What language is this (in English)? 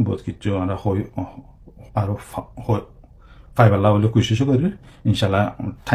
Rohingya